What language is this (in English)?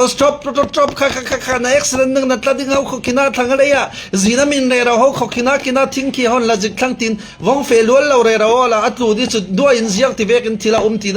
Falam Chin